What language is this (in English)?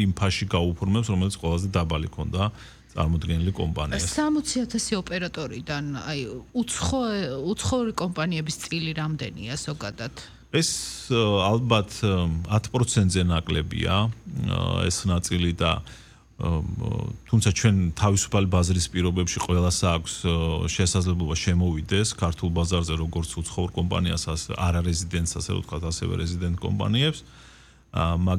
Georgian